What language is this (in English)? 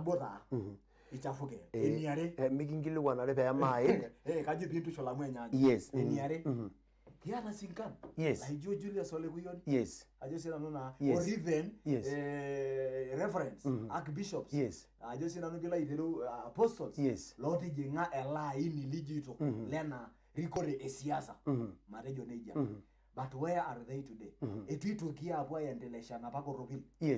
Masai